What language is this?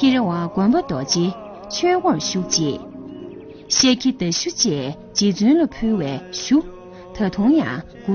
Tibetan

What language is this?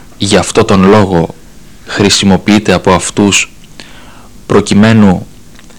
Greek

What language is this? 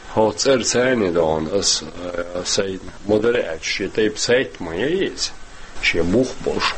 Chechen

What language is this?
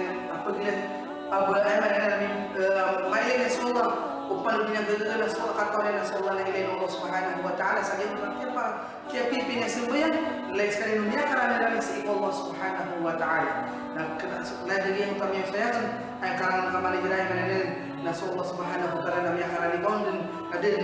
Maranao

